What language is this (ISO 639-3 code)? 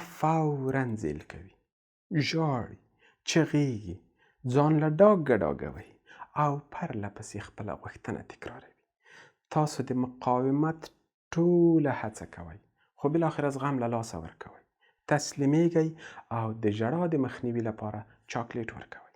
pus